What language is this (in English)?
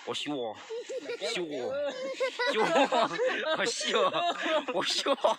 Hmong